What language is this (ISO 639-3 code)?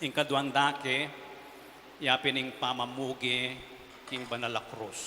pam